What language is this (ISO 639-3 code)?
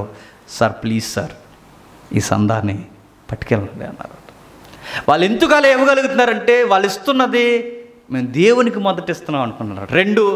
tel